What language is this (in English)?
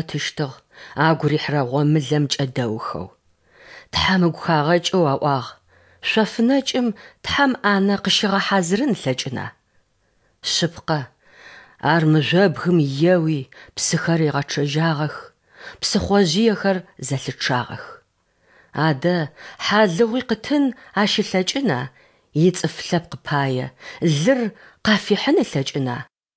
Adyghe